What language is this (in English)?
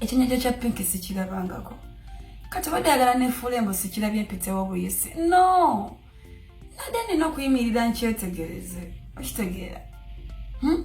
Ganda